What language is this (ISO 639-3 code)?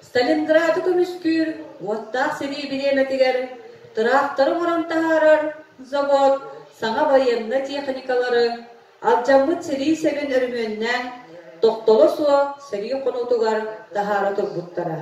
sah